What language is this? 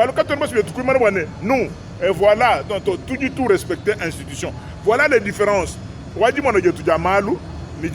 Luba-Lulua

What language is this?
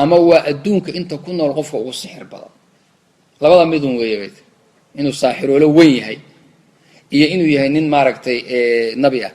Somali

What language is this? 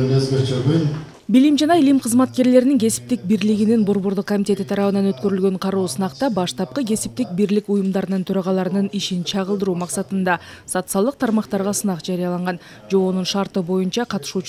Kyrgyz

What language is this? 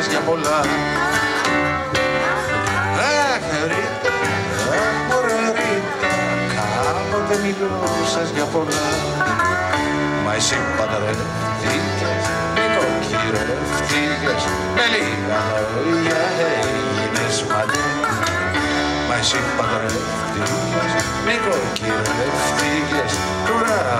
Greek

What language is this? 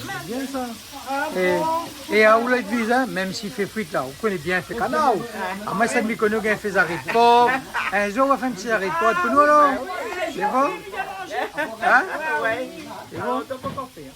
Réunion Creole French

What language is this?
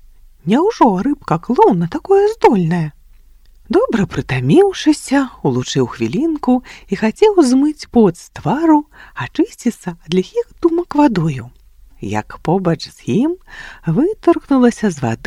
Belarusian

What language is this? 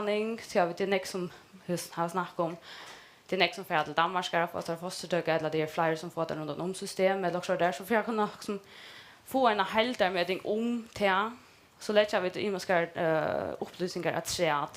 Faroese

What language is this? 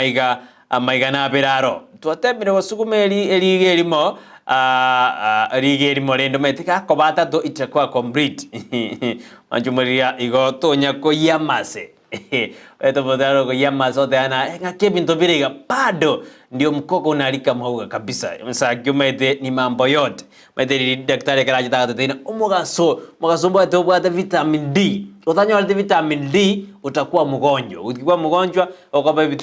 Gusii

